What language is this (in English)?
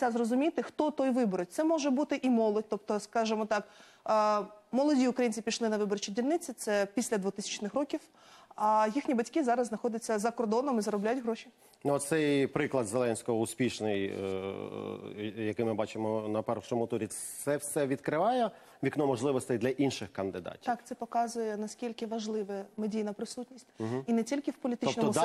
Ukrainian